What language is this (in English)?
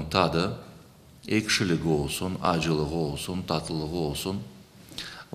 Crimean Tatar